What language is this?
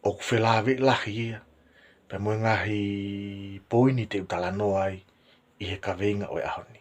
Tongan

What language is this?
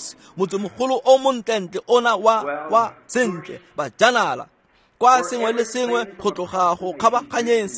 Tswana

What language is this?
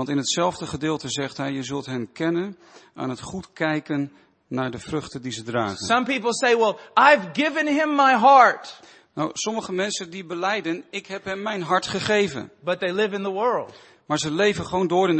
Dutch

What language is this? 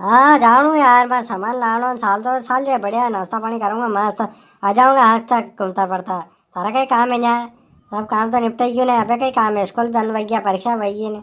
Rajasthani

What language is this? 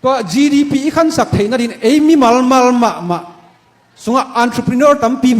Tedim Chin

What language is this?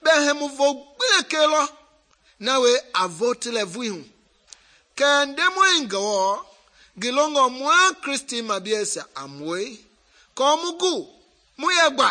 Mende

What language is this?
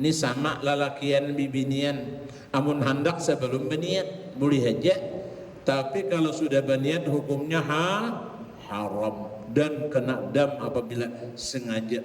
Banjar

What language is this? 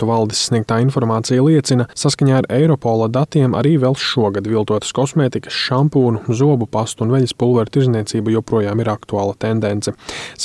Latvian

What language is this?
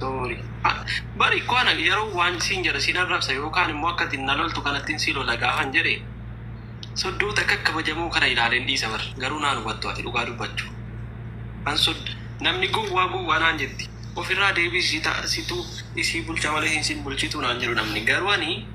Oromo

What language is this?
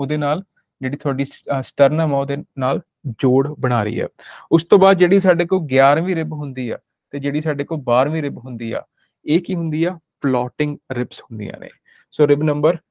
Punjabi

